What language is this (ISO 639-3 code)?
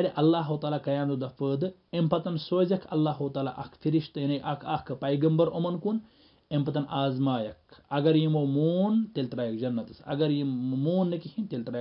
kas